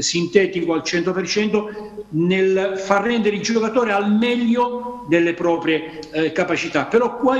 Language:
Italian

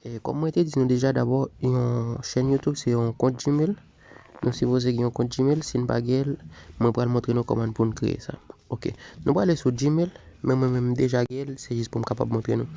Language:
Haitian Creole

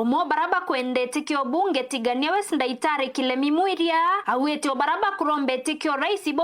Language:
Meru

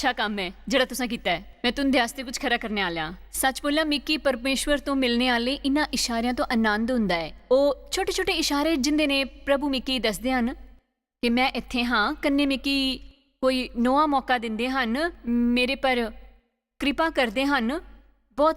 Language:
Dogri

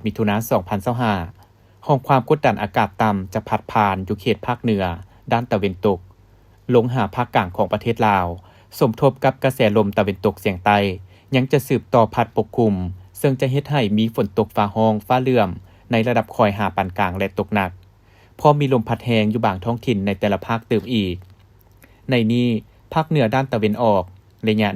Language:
Lao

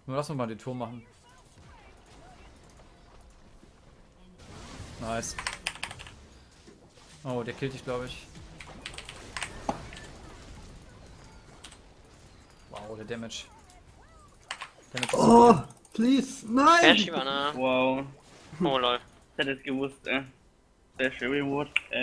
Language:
German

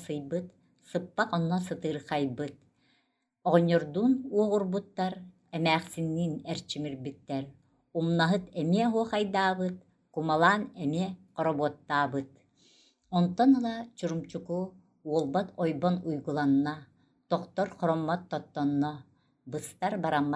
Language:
Yakut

